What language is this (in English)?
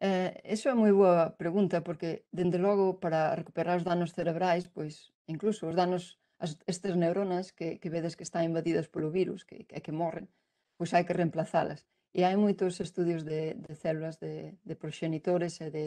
Galician